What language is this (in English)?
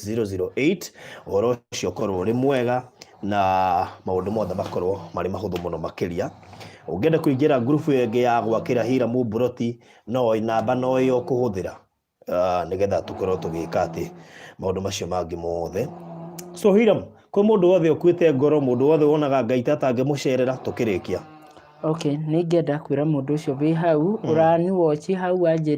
Kikuyu